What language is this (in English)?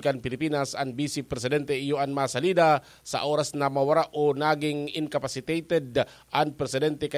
Bikol